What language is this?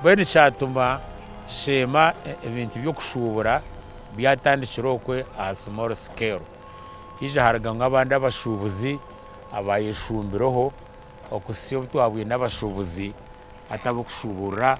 Nyankole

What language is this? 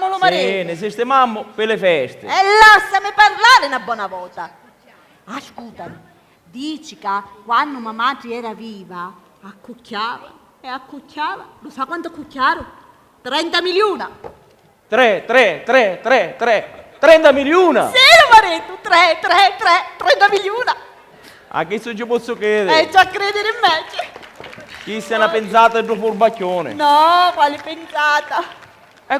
Sicilian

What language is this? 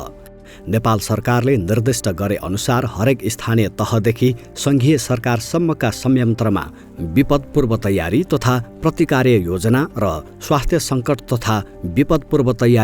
Nepali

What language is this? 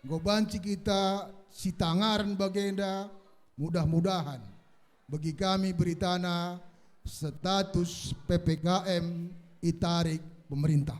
Batak Karo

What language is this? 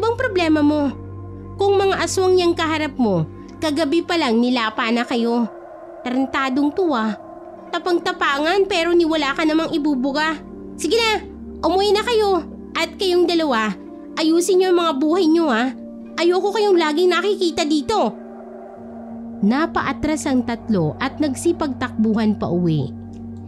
Filipino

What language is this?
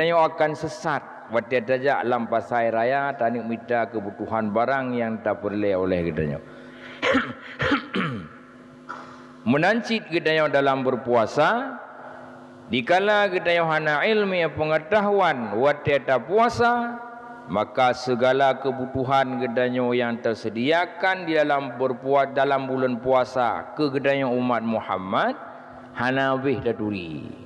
Achinese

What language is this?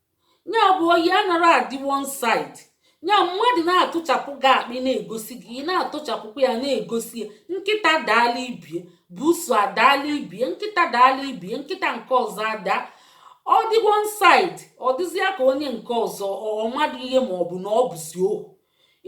Igbo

